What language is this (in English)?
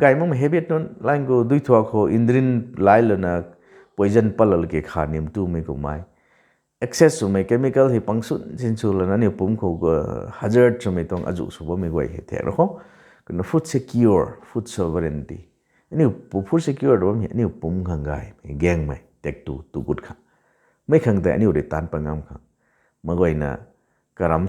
Rongmei Naga